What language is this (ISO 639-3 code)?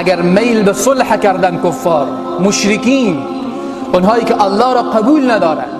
tgk